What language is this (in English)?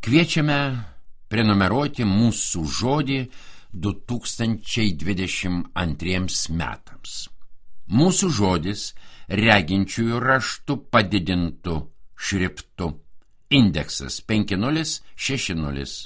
Lithuanian